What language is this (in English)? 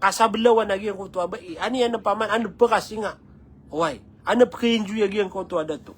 Maranao